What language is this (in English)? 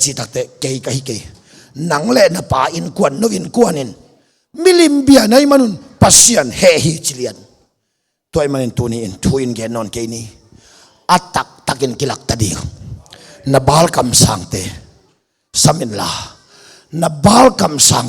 Tedim Chin